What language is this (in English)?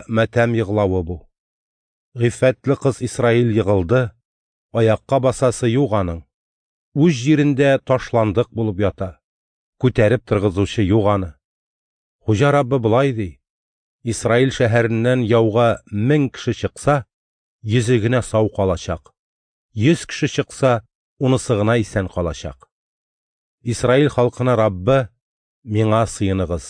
Tatar